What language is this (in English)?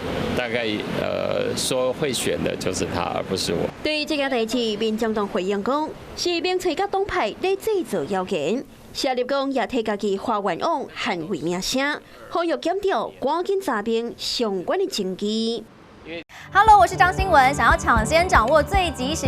Min Nan Chinese